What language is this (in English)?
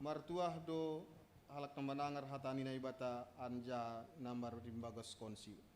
Batak Simalungun